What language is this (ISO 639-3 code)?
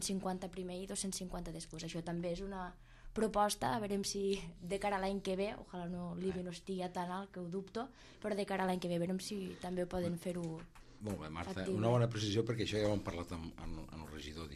cat